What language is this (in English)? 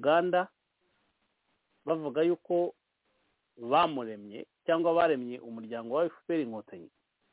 Kinyarwanda